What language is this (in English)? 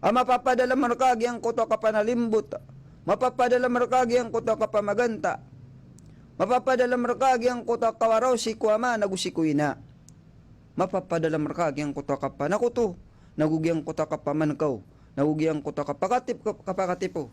Maranao